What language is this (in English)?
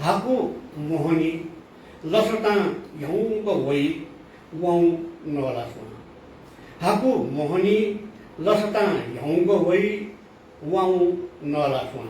Newari